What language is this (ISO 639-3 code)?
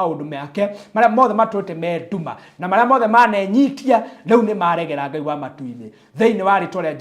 kik